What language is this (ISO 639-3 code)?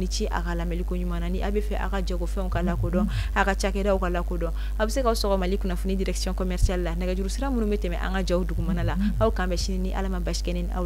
bam